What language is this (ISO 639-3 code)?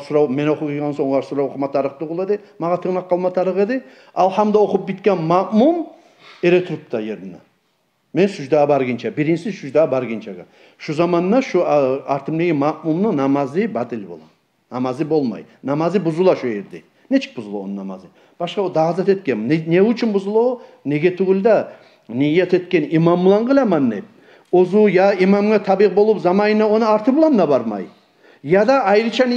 kum